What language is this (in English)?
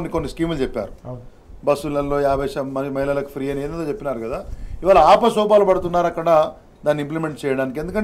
Telugu